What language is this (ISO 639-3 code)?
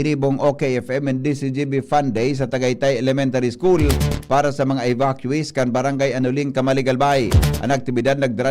bik